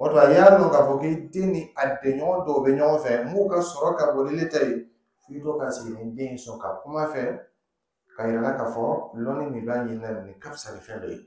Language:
Dyula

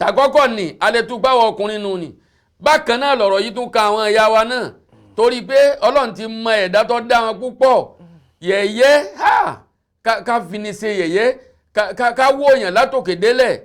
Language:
Yoruba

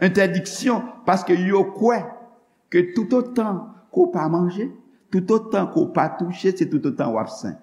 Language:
Haitian Creole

